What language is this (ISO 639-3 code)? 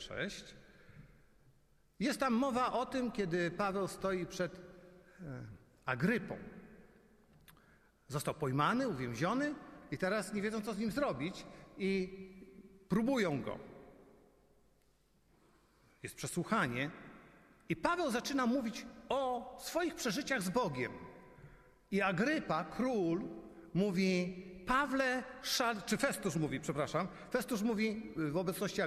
pol